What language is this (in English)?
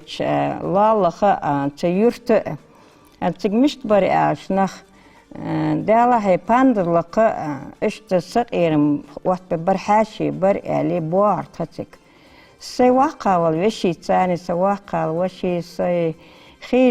Ingush